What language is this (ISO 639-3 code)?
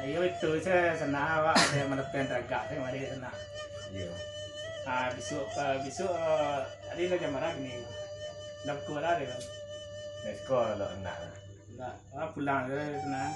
min